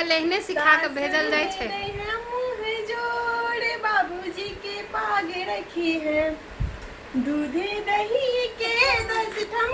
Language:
Maithili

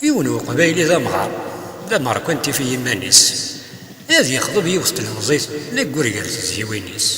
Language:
Kabyle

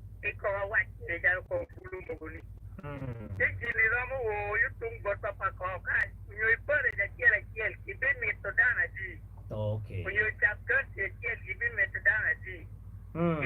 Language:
Acoli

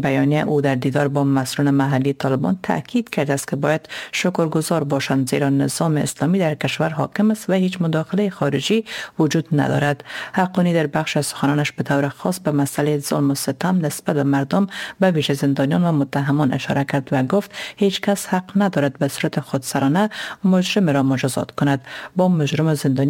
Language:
Persian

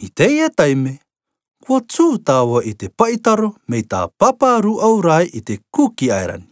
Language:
Rarotongan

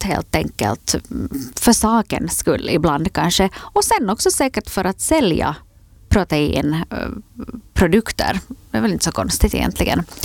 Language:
Swedish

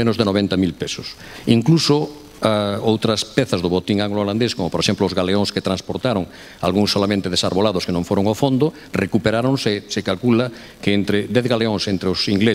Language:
Galician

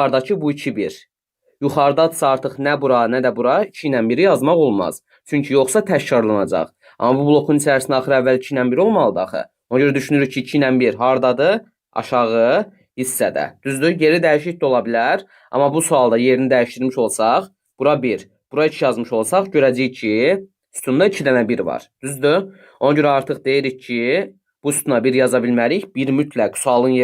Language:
Azerbaijani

